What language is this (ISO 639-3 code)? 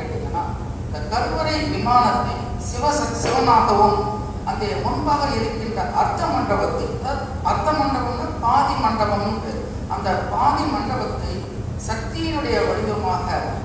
tam